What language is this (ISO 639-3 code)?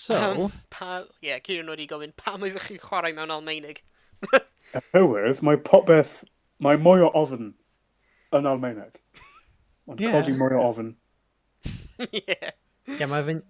cym